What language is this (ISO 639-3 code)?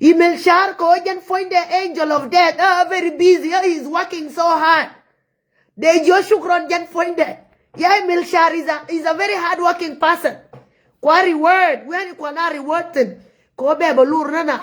nus